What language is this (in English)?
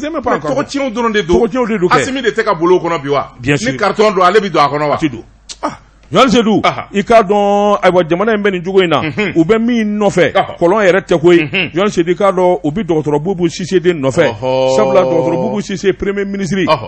Bambara